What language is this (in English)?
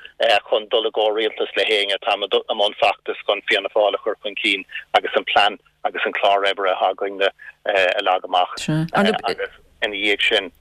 Irish